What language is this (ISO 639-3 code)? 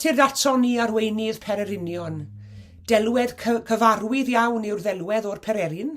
cym